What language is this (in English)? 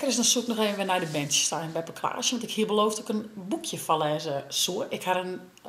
Western Frisian